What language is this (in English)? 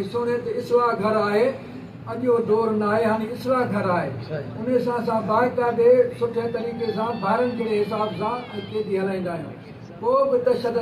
Sindhi